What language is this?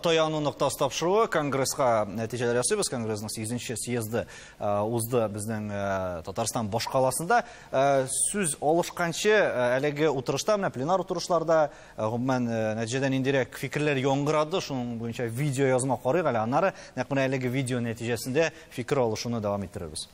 Tatar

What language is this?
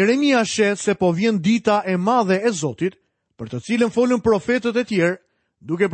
Albanian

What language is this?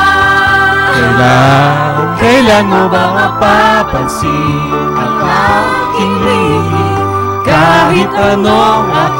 Filipino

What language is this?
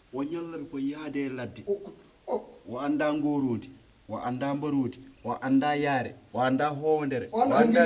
Fula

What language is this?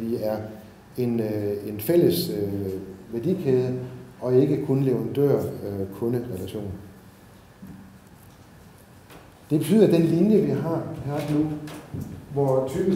Danish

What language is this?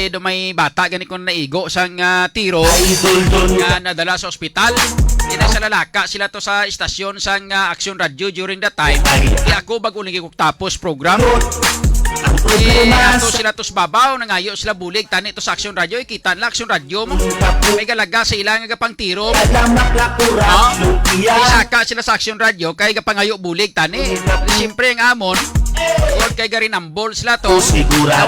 Hiligaynon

